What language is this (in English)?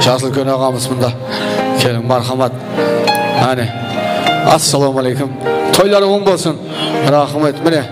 Kara-Kalpak